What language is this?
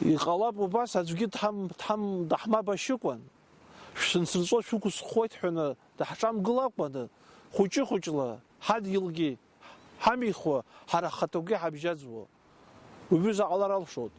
Abkhazian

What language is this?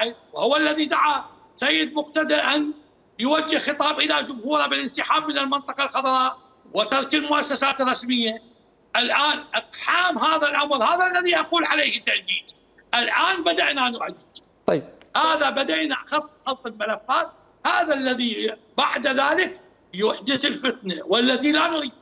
Mesopotamian Arabic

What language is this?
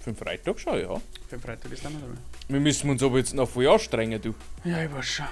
Bavarian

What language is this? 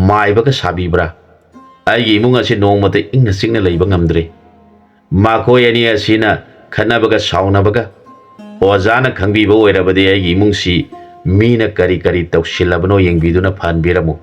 Manipuri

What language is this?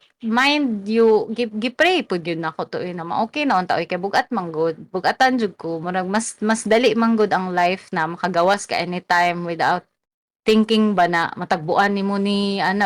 Cebuano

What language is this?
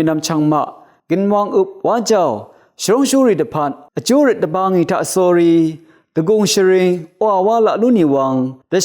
Rawang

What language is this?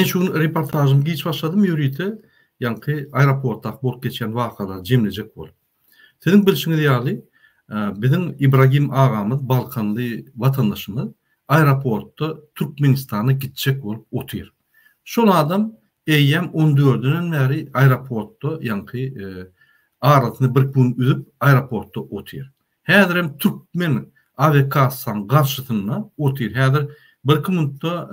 Turkmen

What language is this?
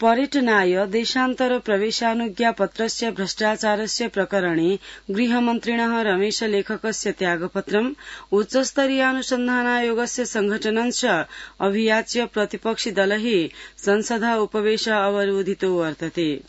Sanskrit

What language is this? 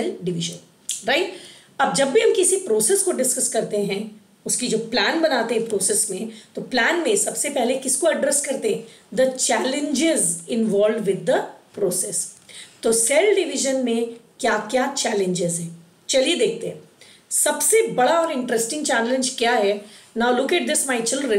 Hindi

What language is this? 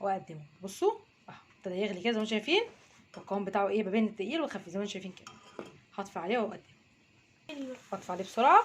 Egyptian Arabic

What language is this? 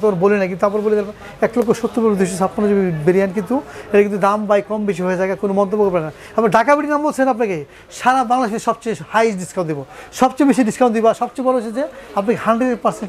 Bangla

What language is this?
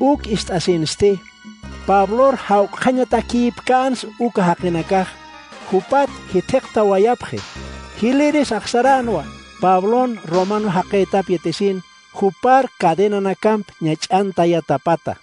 Aymara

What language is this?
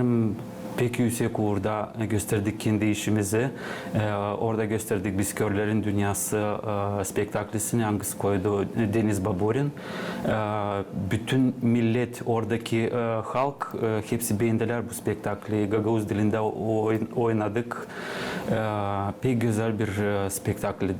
Gagauz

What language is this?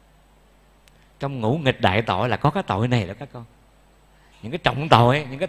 Vietnamese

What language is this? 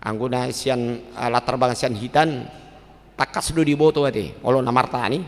Batak Toba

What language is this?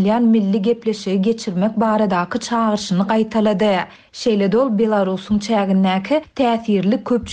Turkmen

